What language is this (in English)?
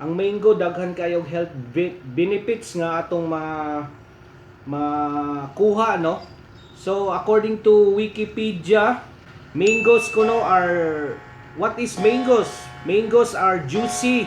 Cebuano